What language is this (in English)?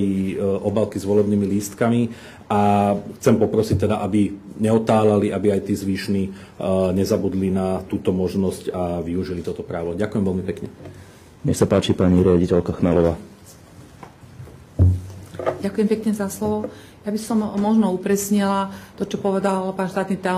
Slovak